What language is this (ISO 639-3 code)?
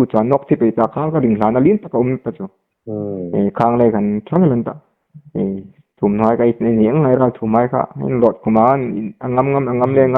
hmr